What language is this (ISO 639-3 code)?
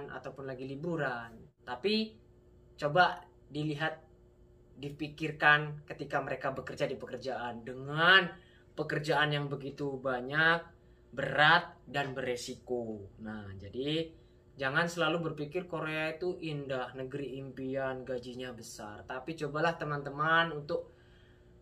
ind